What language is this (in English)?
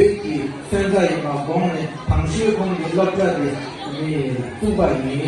Tibetan